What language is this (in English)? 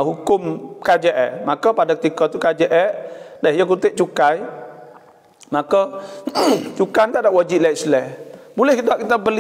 Malay